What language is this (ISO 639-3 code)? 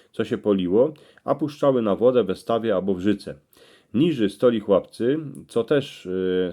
szl